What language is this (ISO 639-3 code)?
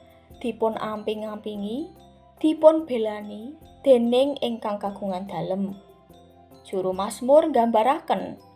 jav